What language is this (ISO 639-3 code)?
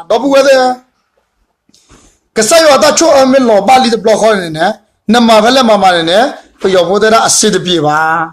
ksw